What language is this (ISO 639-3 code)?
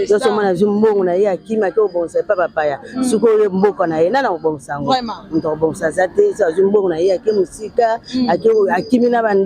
lin